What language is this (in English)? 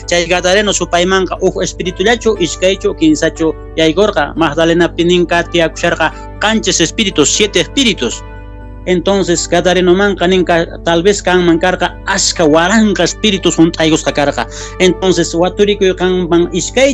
South Bolivian Quechua